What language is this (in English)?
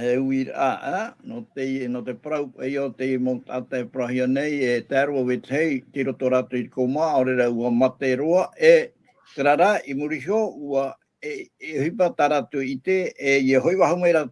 Tahitian